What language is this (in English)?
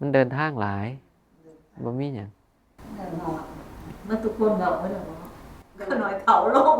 Northeastern Thai